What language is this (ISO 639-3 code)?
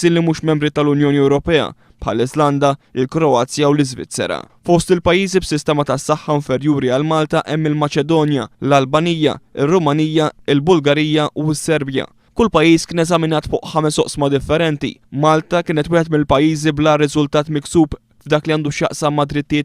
mlt